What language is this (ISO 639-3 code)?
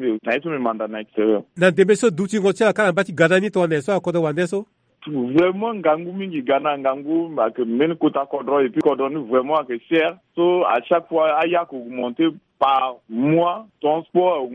sag